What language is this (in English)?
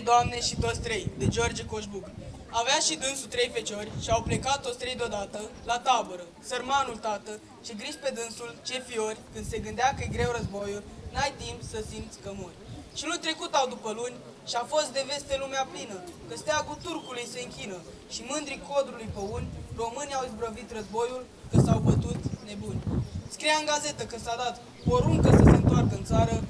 Romanian